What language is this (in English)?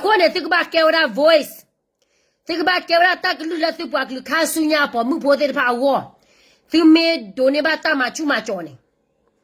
S'gaw Karen